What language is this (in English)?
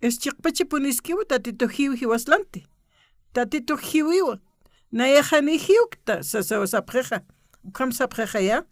Aymara